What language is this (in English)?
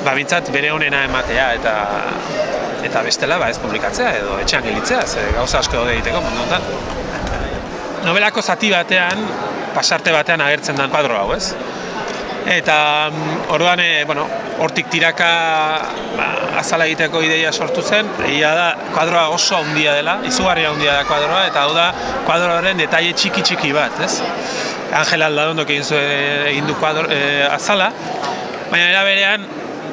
Basque